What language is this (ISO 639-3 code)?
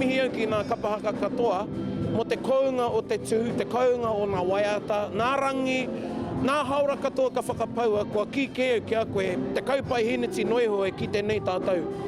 mri